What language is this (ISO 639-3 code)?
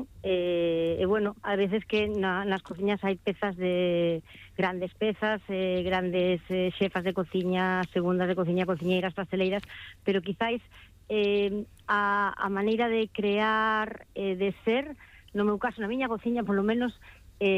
glg